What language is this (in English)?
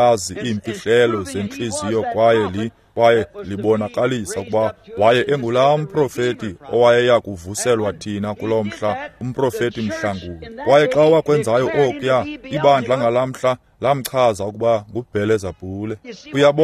Xhosa